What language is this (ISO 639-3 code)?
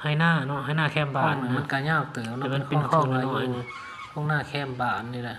lao